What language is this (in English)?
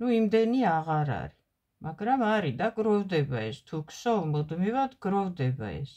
Georgian